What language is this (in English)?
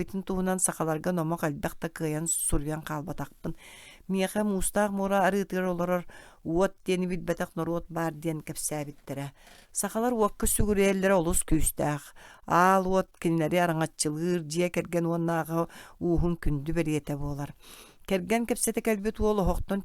Yakut